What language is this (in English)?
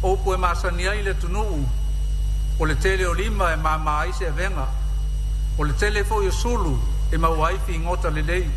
Samoan